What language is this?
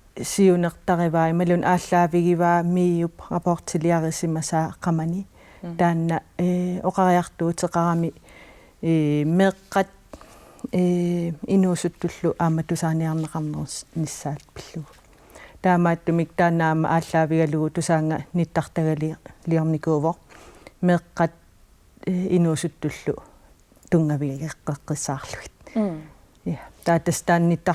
Kalaallisut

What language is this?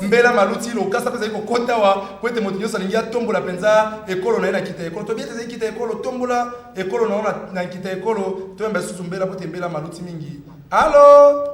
Lingala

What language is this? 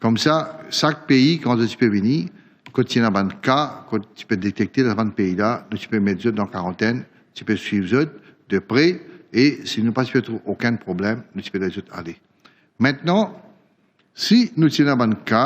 Morisyen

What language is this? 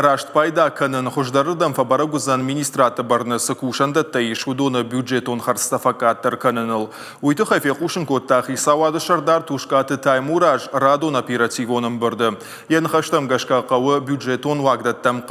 Ossetic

